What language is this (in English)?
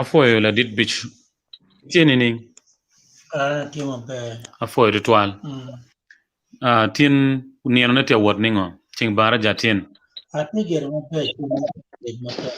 Acoli